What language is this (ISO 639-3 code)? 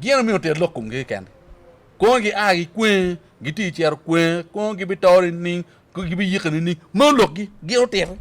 ach